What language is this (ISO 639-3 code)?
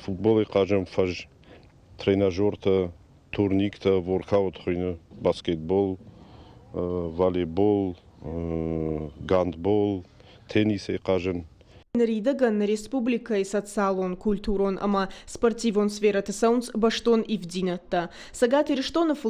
oss